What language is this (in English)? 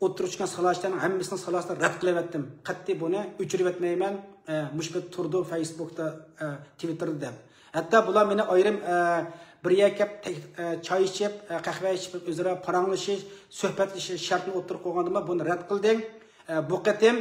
Uyghur